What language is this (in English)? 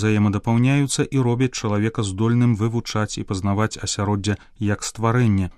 Belarusian